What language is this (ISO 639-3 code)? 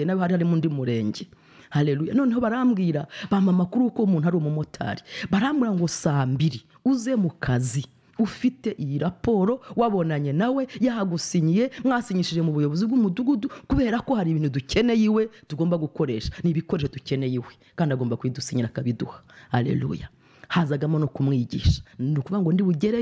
kin